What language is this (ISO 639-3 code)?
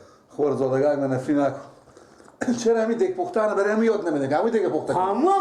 fas